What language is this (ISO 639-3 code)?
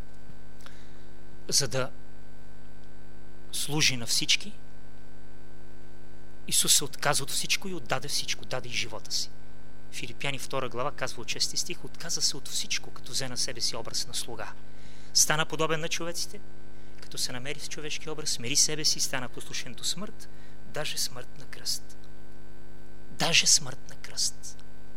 bul